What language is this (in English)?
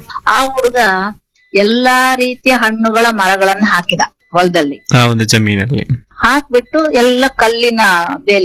Kannada